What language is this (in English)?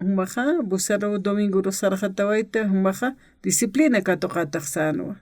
Aymara